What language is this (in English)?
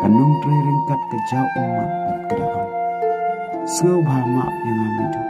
Khasi